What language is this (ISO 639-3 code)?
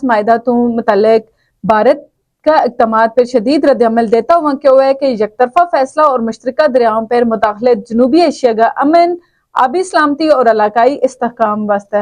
gju